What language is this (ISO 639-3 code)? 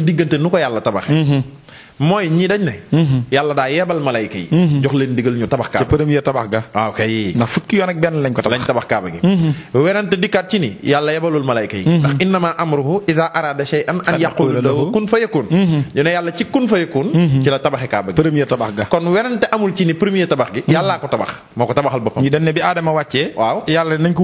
wol